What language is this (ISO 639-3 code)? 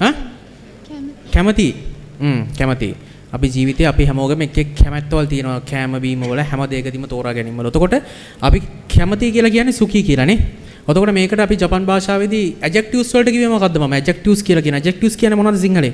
sin